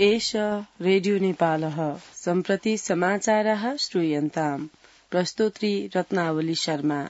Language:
Sanskrit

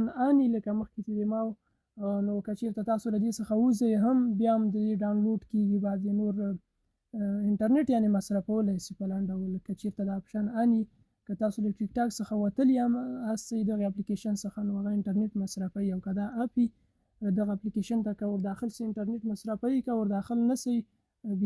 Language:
Pashto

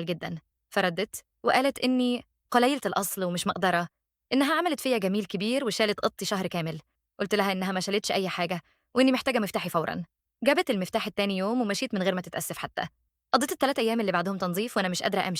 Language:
Egyptian Arabic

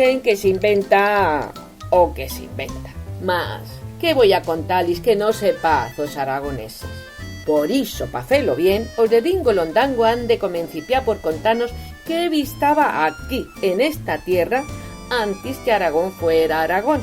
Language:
Aragonese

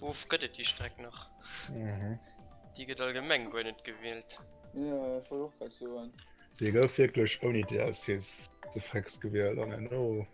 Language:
Luxembourgish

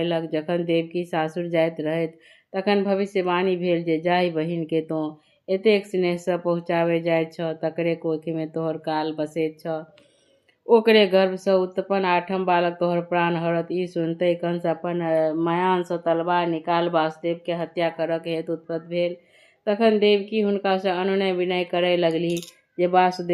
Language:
Maithili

